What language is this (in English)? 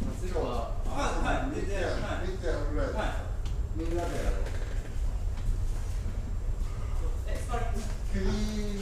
Japanese